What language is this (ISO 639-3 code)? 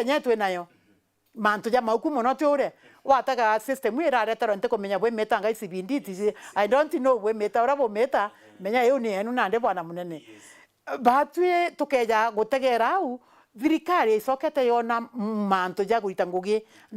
mer